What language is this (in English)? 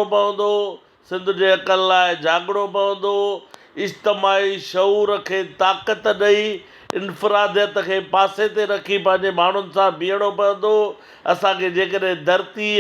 Sindhi